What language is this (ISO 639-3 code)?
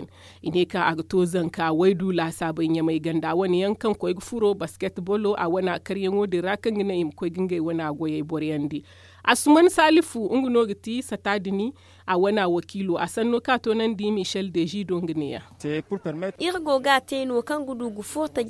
dje